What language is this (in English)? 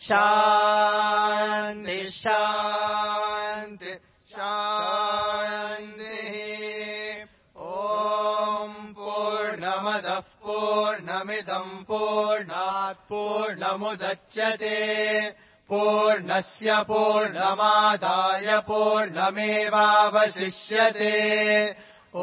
Sanskrit